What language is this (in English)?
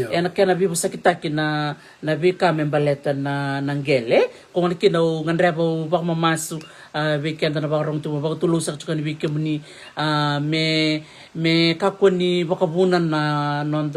Fijian